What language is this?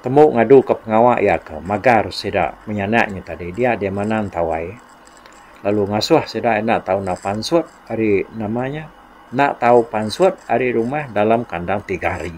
Iban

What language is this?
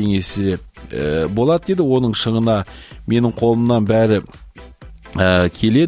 Kazakh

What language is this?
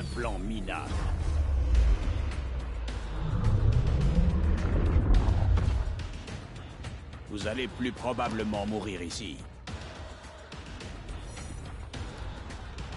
French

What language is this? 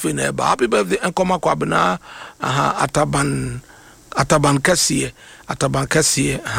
Akan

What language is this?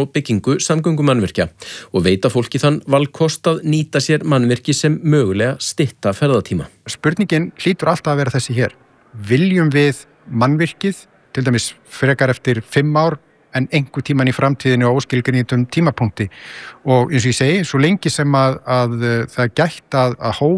Icelandic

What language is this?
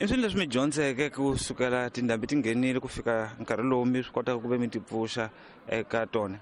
Tsonga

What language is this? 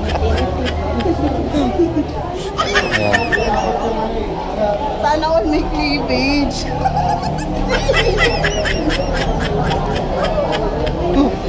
Filipino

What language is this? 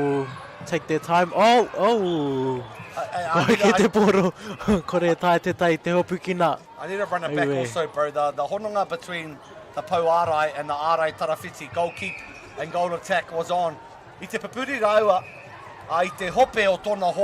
Māori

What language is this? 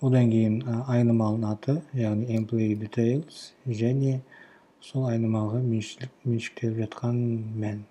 Kazakh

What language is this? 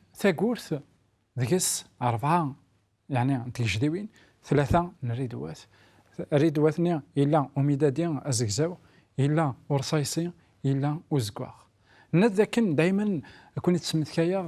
Kabyle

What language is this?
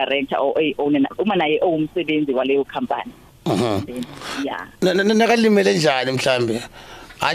South Ndebele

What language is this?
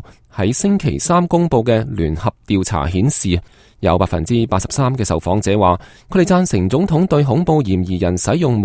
Cantonese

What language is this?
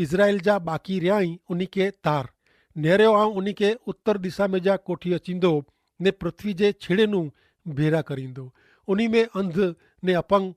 Kachhi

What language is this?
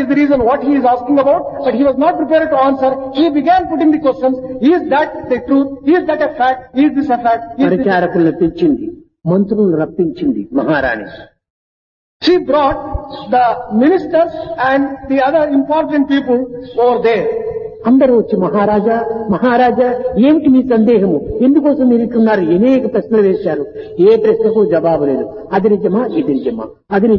Telugu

